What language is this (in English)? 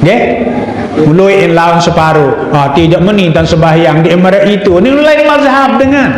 Sasak